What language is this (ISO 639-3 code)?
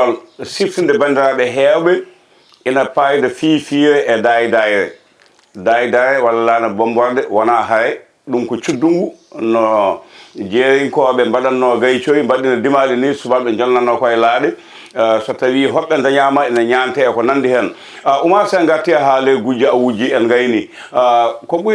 ful